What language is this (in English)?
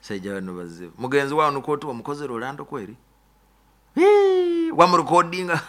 Nyoro